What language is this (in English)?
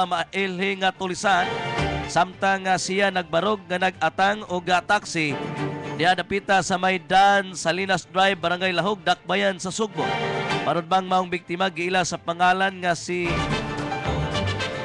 Cebuano